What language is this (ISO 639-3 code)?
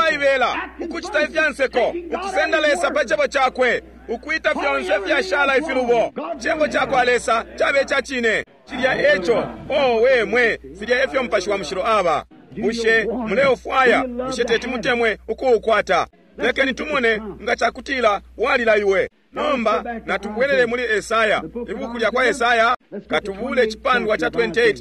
bem